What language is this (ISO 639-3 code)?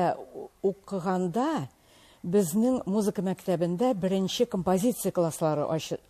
tat